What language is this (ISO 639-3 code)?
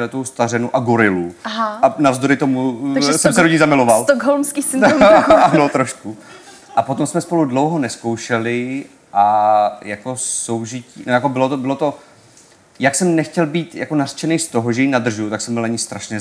ces